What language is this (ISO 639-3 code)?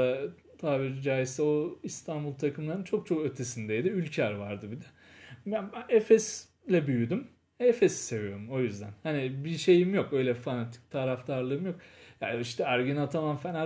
tur